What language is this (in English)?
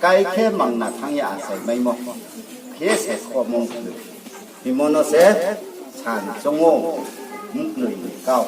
Riang (India)